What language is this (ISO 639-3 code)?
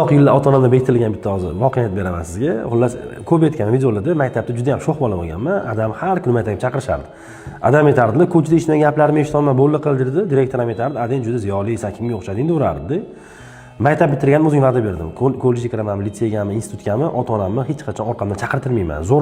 uzb